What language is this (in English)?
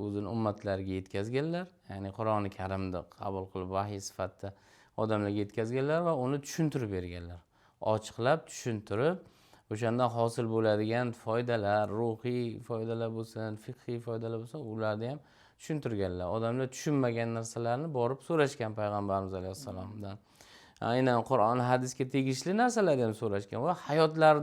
Uzbek